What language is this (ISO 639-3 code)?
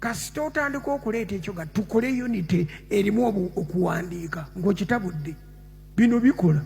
lug